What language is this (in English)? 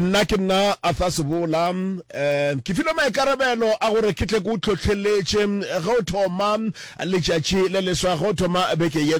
Northern Sotho